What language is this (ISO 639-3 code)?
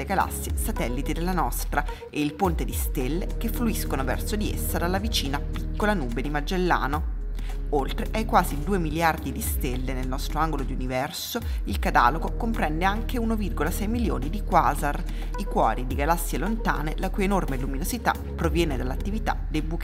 ita